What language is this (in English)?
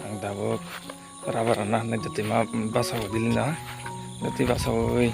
Kok Borok